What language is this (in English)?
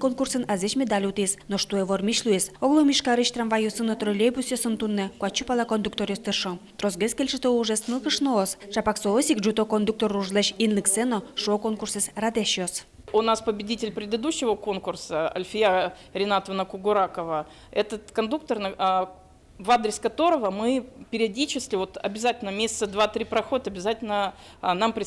Udmurt